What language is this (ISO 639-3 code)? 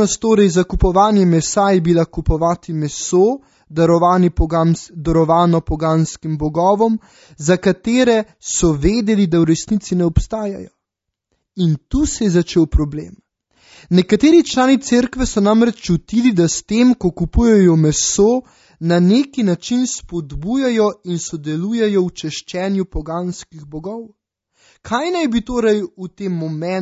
slv